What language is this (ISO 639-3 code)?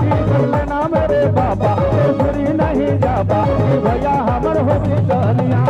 sck